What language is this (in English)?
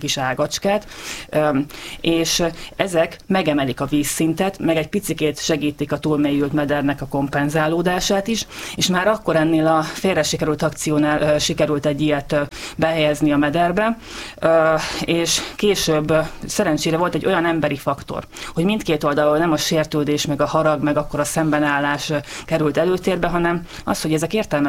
Hungarian